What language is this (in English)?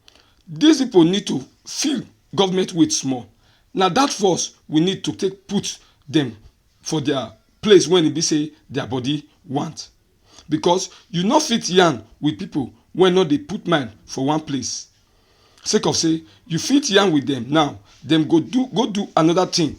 Nigerian Pidgin